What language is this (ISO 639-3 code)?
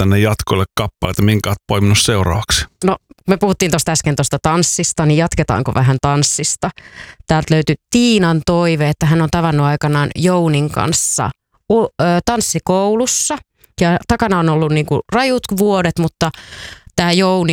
fin